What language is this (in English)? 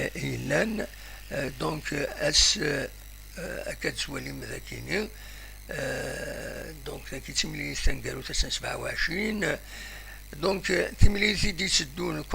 Kabyle